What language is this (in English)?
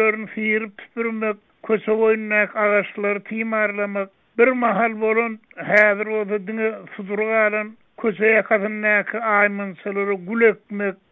Turkmen